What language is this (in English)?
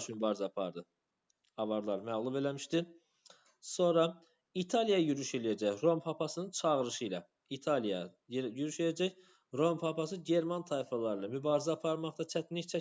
Azerbaijani